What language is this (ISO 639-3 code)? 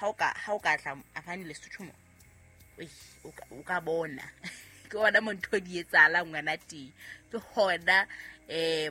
sot